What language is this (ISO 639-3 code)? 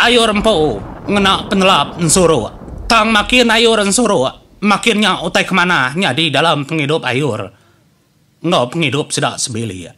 iba